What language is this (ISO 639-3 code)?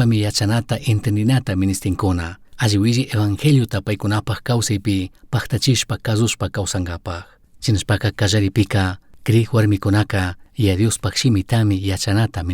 qug